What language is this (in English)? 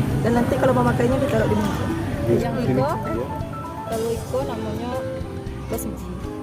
Minangkabau